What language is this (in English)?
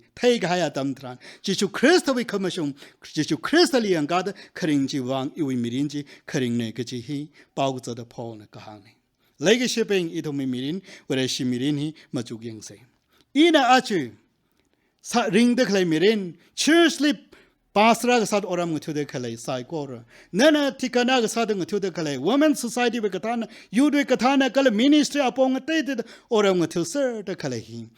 Tangkhul Naga (India)